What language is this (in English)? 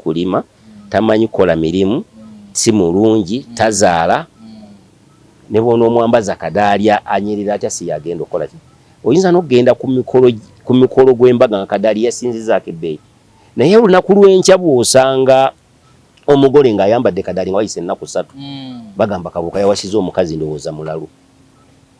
Ganda